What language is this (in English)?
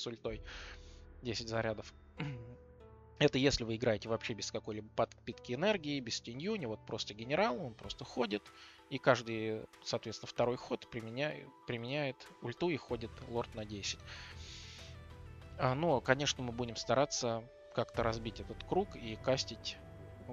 Russian